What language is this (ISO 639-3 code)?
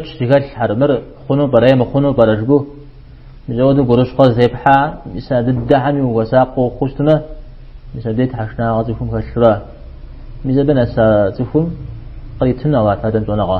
kbd